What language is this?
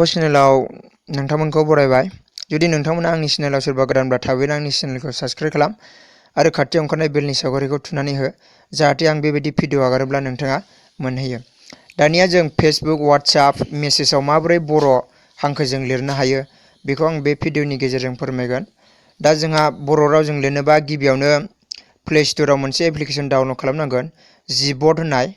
Bodo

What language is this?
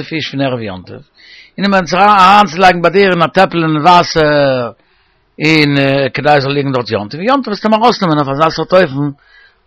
Yiddish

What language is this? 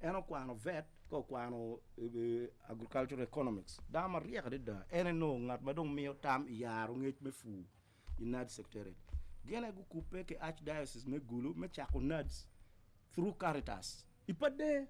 Acoli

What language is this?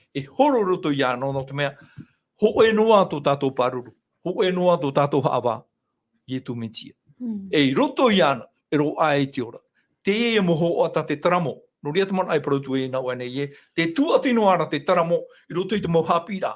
Tahitian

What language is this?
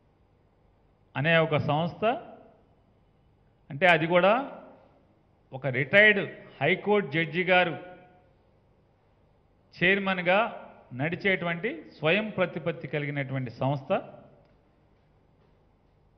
Telugu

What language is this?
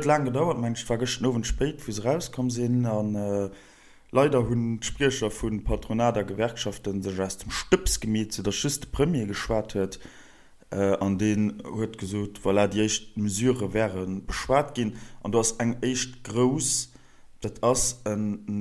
Luxembourgish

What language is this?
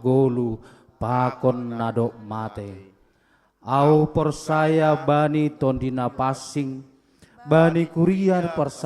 Batak Simalungun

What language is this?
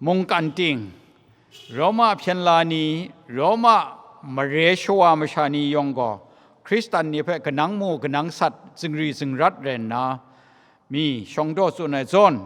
Kachin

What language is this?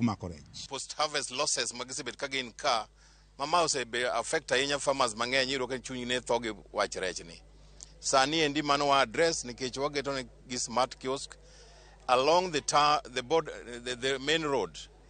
Luo (Kenya and Tanzania)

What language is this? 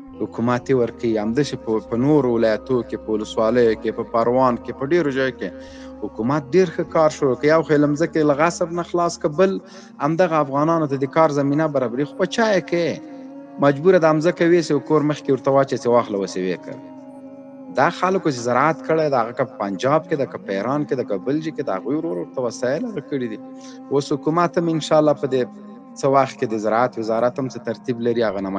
Pashto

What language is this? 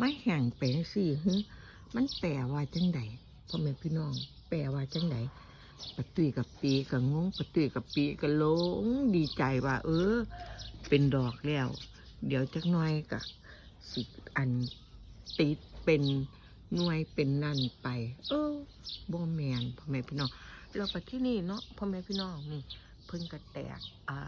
Northeastern Thai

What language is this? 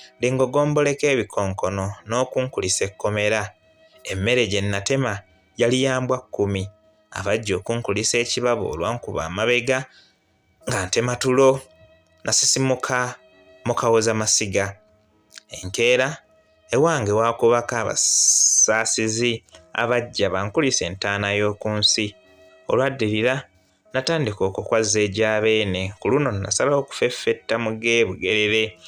Ganda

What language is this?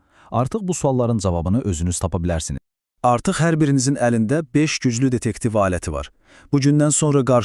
Azerbaijani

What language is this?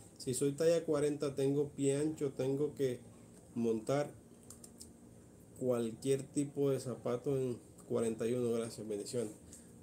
Spanish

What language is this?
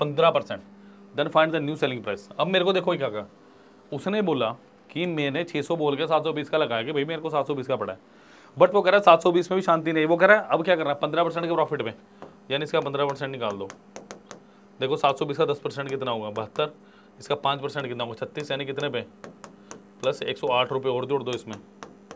Hindi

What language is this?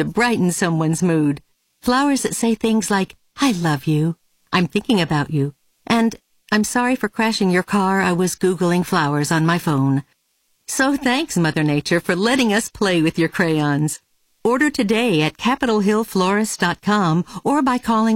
English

